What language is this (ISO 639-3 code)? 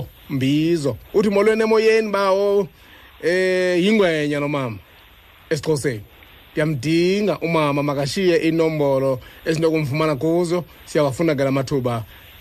xho